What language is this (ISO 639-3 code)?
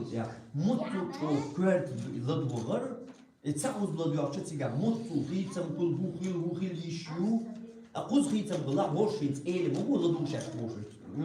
che